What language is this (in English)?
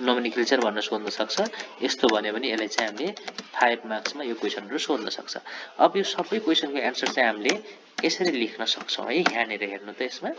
Nepali